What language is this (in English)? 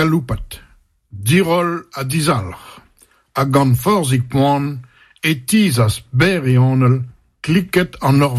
Breton